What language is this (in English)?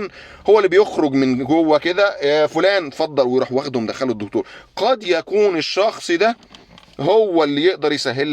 Egyptian Arabic